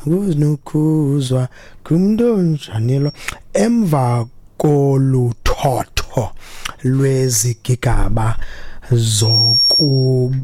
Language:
Xhosa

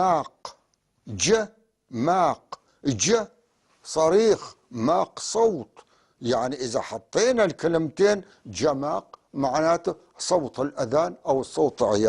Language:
North Levantine Arabic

